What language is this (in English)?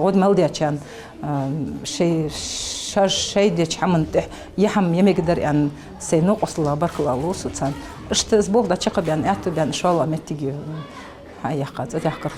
Ingush